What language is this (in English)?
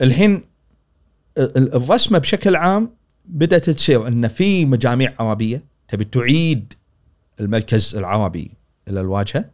Gulf Arabic